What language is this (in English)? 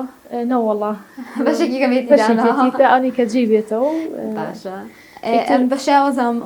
Central Kurdish